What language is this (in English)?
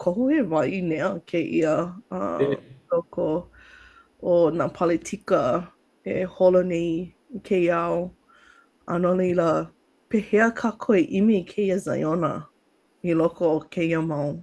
Hawaiian